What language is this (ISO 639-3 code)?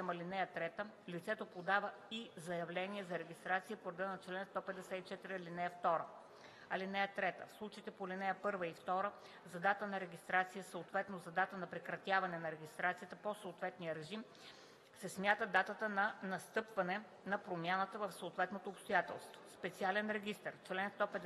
bul